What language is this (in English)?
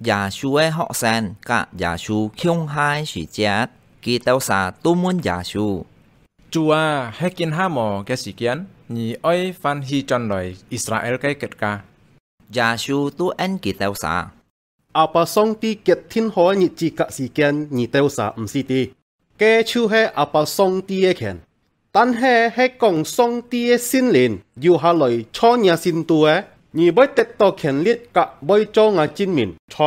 Hakka Chinese